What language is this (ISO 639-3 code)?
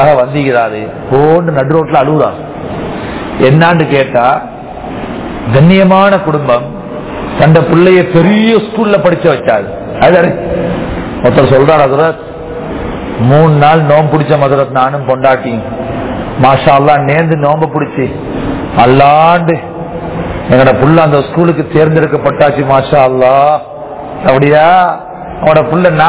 tam